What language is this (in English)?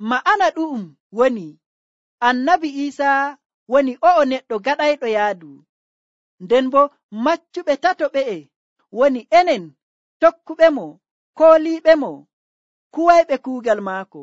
Nigerian Fulfulde